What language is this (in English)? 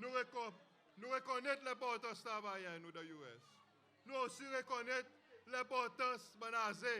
Seselwa Creole French